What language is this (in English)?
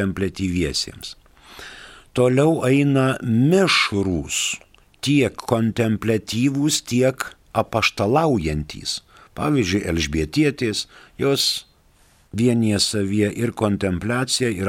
Lithuanian